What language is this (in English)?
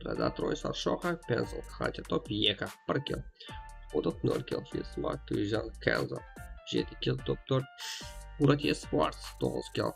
Kara-Kalpak